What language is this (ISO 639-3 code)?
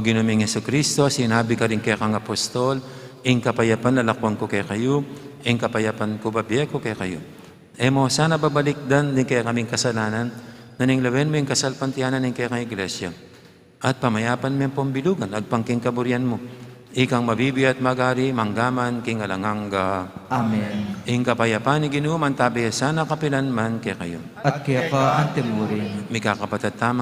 pam